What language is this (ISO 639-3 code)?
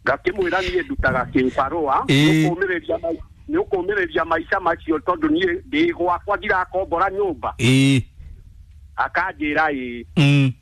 kik